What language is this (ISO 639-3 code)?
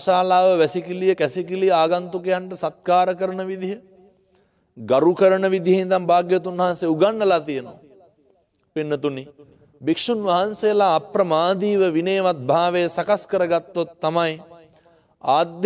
sin